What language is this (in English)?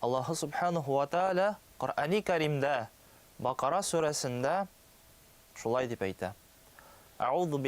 Tatar